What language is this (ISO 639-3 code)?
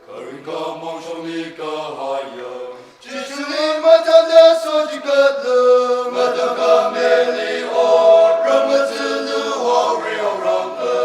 nmf